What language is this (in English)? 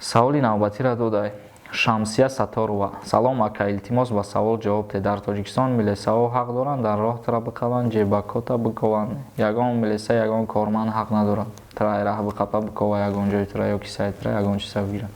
Tajik